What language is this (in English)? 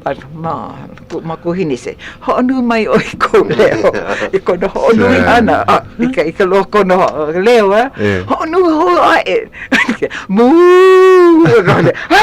Hawaiian